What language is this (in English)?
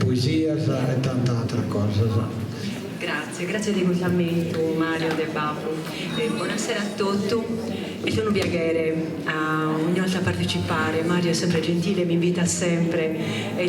Sardinian